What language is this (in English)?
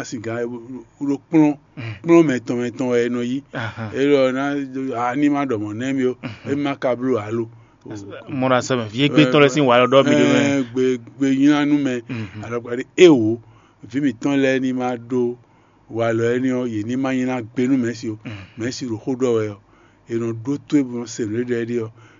Fon